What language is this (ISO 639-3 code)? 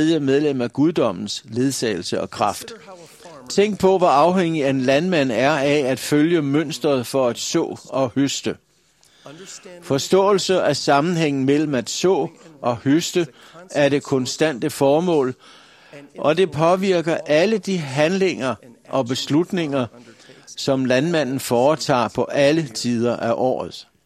dan